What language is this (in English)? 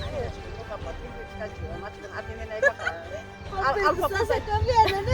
Ayacucho Quechua